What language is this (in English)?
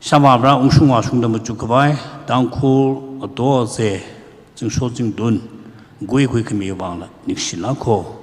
Tangkhul Naga (India)